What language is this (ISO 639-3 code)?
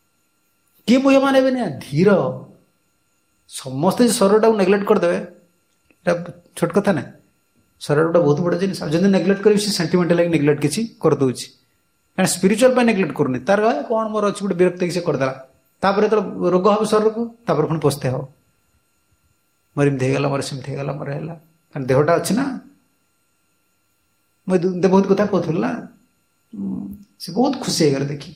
ori